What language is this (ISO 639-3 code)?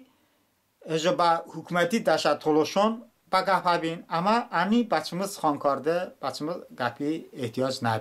tly